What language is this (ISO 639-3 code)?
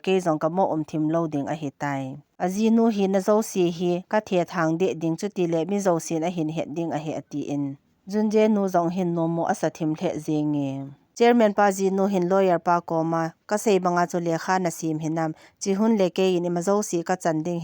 tcz